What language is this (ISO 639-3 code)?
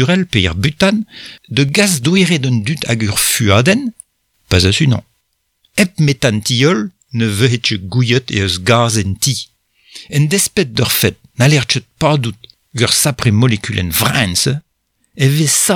bre